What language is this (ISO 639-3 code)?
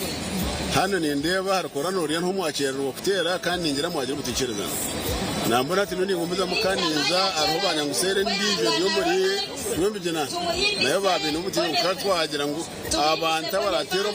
nyn